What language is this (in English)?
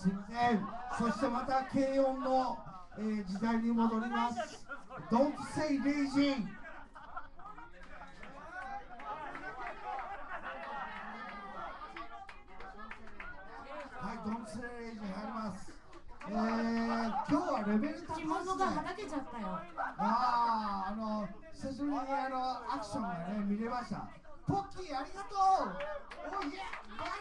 Japanese